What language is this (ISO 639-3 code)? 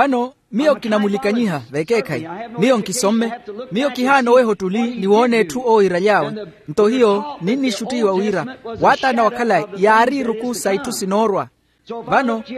vmw